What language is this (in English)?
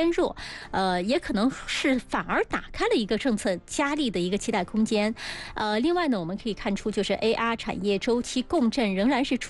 Chinese